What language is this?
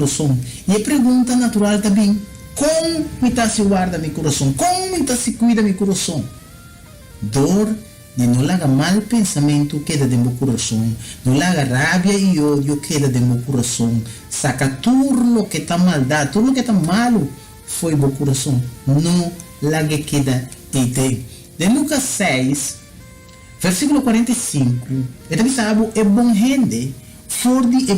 Papiamento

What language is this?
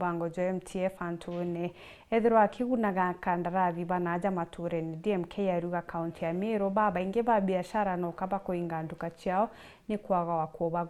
Meru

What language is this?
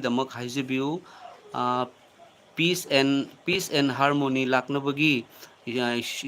Manipuri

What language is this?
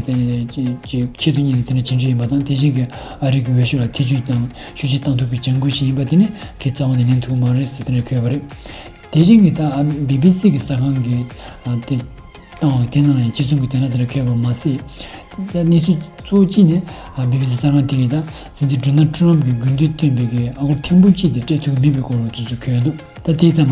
Tibetan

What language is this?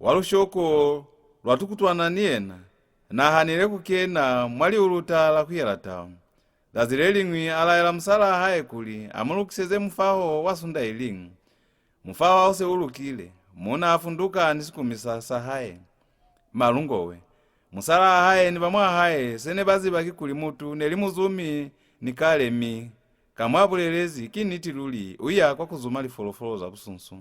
Lozi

